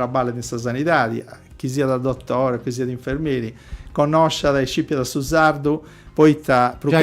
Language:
Sardinian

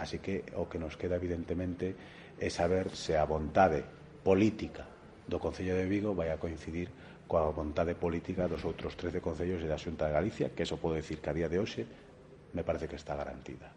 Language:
Galician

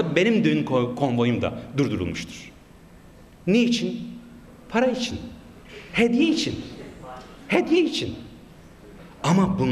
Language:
Turkish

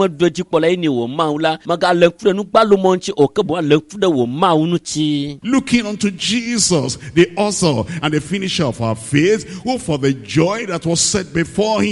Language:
Ewe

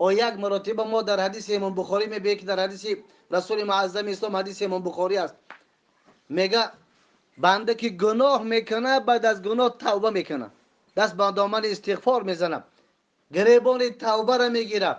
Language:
Tajik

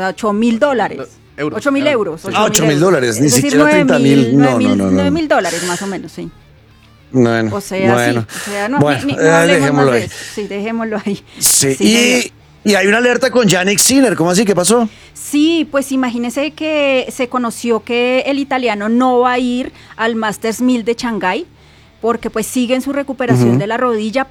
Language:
Spanish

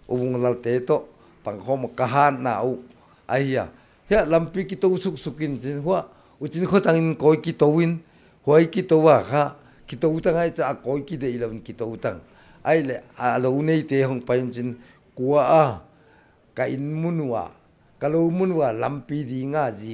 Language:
Paite Chin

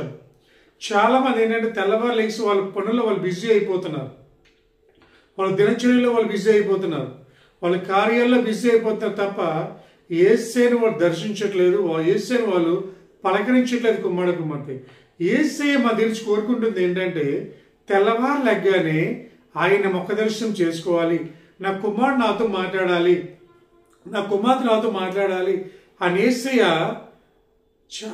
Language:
Telugu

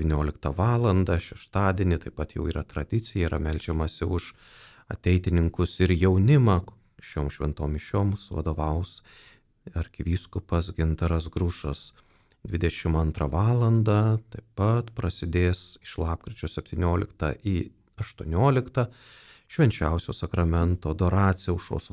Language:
Lithuanian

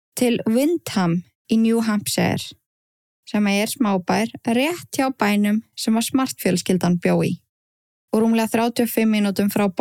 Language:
Icelandic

